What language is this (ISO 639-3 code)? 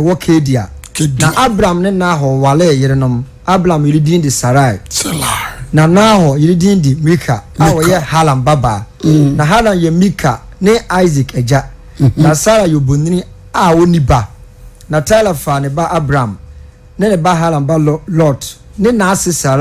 aka